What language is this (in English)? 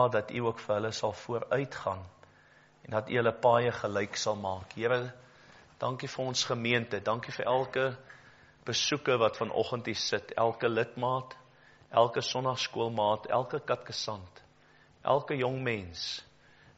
Afrikaans